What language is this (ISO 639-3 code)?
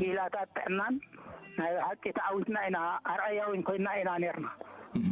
tir